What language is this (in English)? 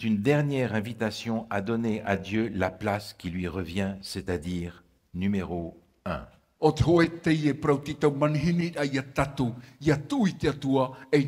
Tahitian